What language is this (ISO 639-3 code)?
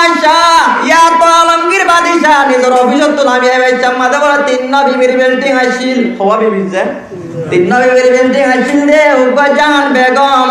rhg